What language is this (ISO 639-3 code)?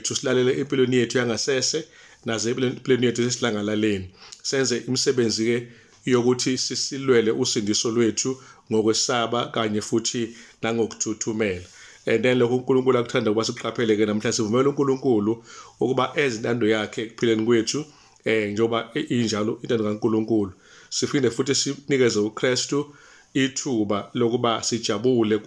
zul